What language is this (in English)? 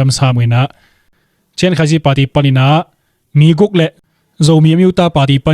Tedim Chin